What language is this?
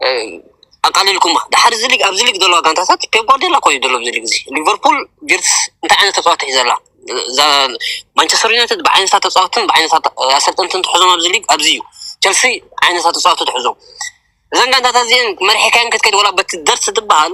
Tigrinya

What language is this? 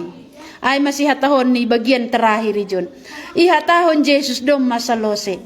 Batak Simalungun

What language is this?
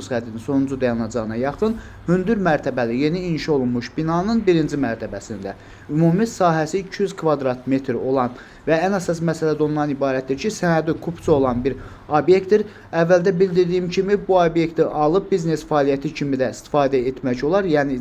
Azerbaijani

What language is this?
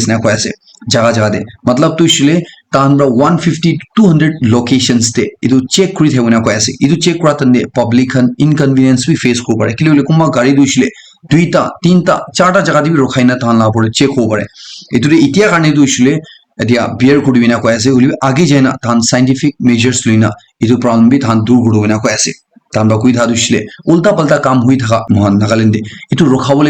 Naga Pidgin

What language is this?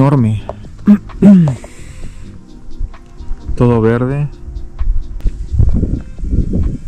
Spanish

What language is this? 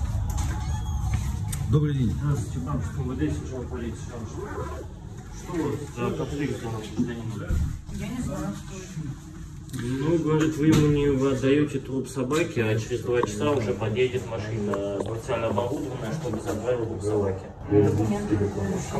Russian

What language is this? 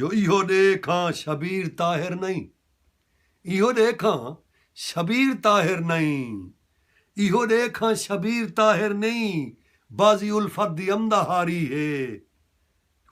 Saraiki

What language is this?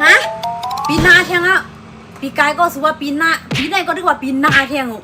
Shan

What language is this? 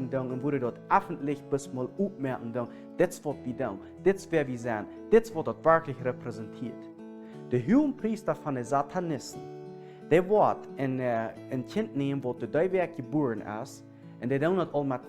Plautdietsch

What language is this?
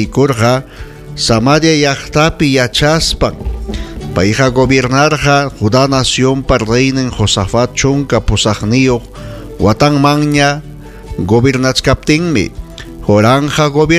Ayacucho Quechua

